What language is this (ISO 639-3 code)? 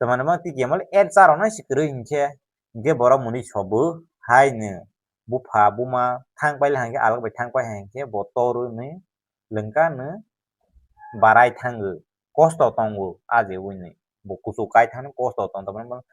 trp